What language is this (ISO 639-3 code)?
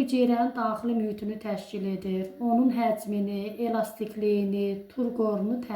aze